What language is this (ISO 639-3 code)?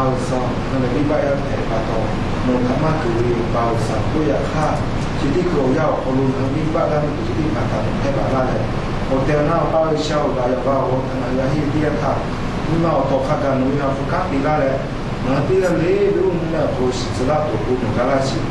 lhu